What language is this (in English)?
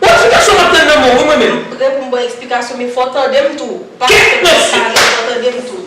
Haitian Creole